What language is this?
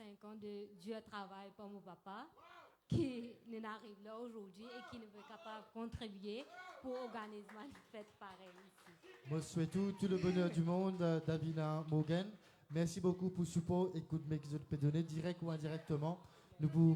Morisyen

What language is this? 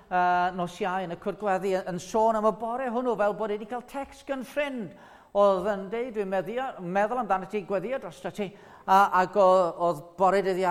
Welsh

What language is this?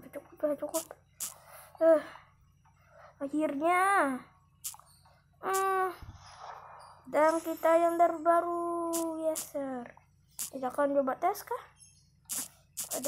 Indonesian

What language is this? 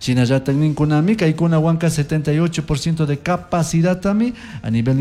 Chimborazo Highland Quichua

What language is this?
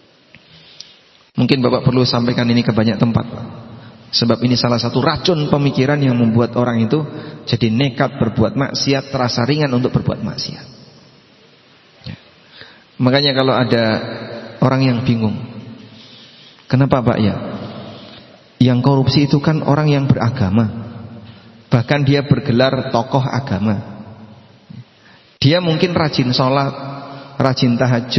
Indonesian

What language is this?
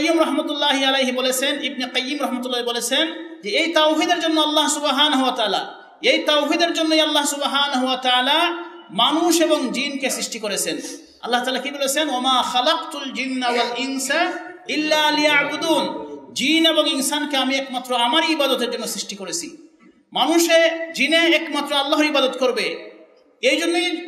Bangla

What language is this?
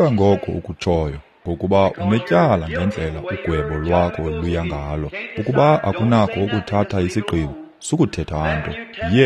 Xhosa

